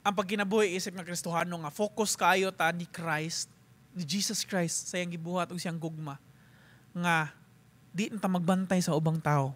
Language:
Cebuano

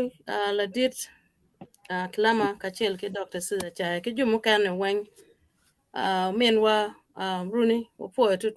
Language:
Acoli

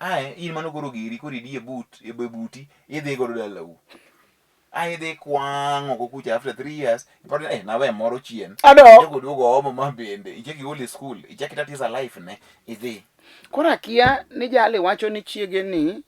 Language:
Luo (Kenya and Tanzania)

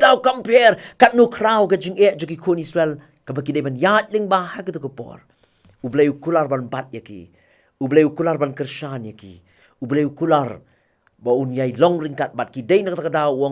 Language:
Khasi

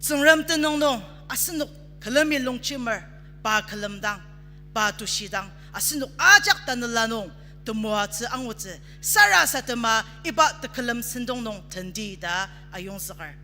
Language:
Ao Naga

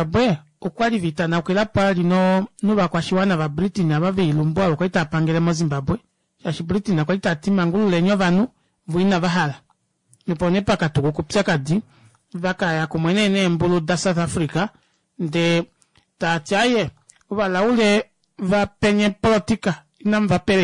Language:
Kuanyama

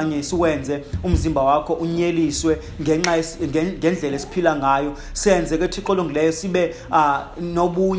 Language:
Xhosa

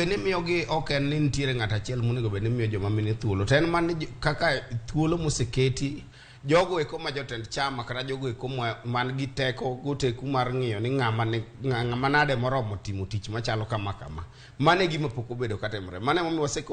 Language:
Luo (Kenya and Tanzania)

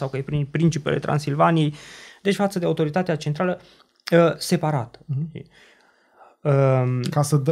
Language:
Romanian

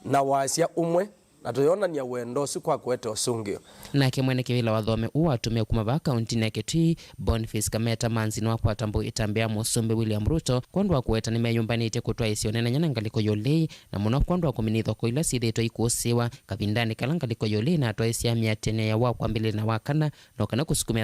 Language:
Kamba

